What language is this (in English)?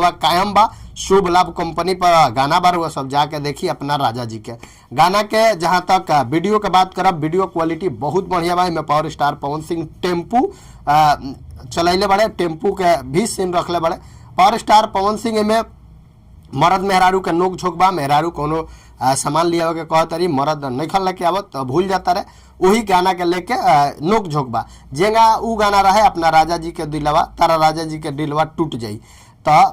Bhojpuri